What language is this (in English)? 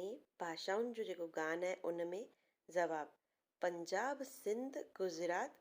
Sindhi